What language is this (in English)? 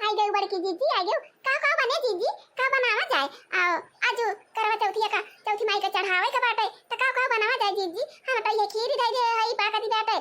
Awadhi